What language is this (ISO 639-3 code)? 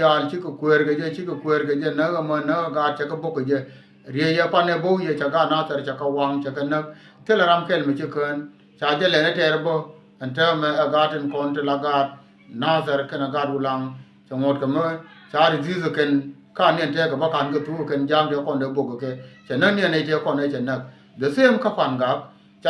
nus